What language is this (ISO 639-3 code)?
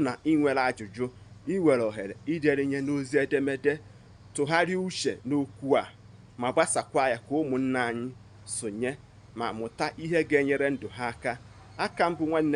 ibo